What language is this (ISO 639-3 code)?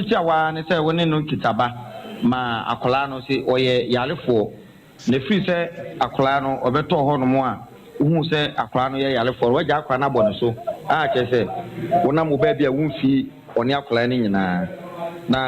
aka